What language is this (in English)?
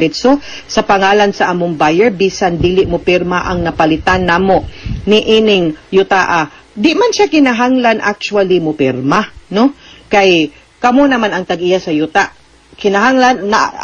Cebuano